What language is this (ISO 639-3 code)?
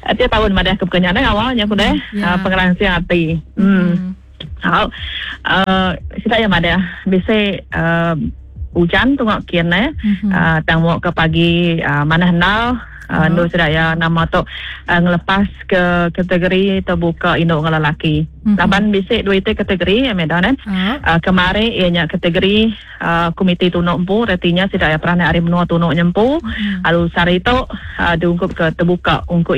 iba